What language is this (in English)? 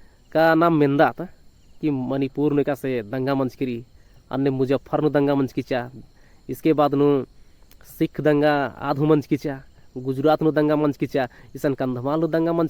Kurukh